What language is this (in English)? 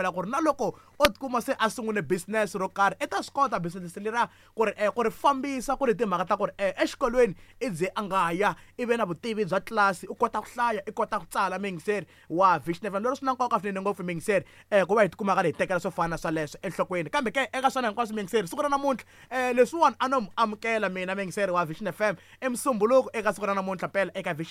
Tsonga